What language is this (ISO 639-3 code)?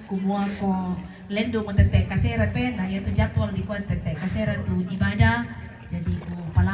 sda